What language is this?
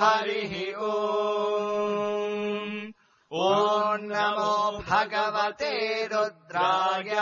Sanskrit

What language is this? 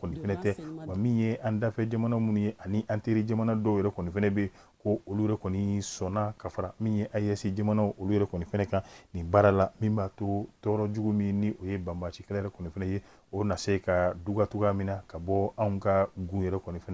Bambara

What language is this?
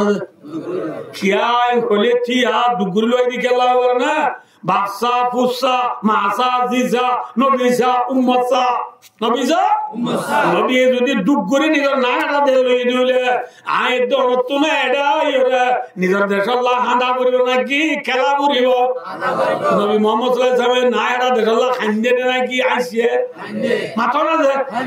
Rohingya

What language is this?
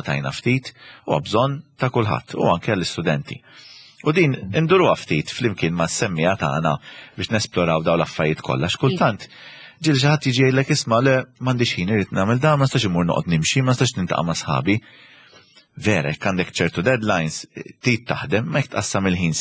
Maltese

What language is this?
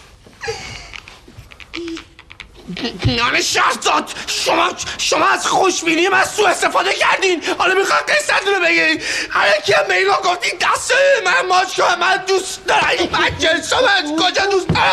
Persian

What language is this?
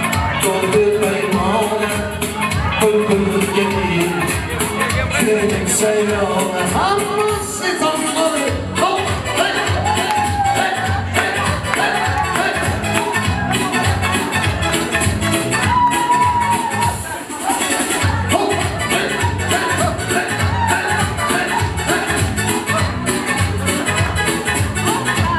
Kara-Kalpak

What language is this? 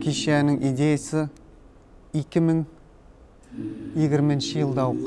Tatar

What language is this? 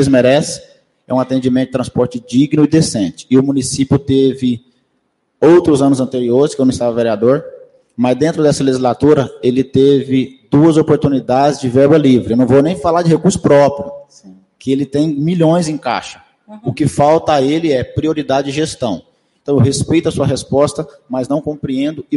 Portuguese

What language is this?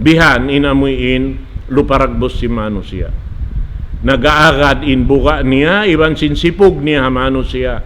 Tausug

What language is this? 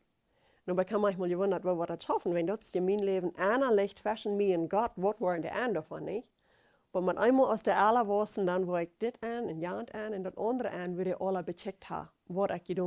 Plautdietsch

